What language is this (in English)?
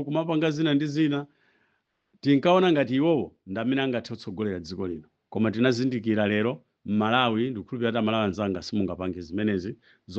Nyanja